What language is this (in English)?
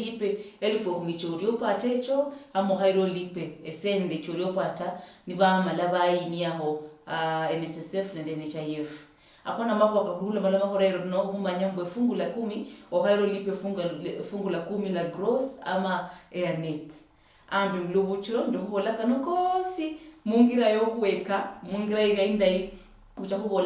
Luyia